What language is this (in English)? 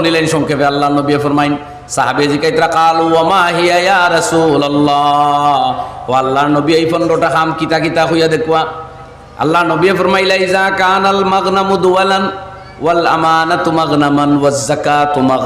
Sylheti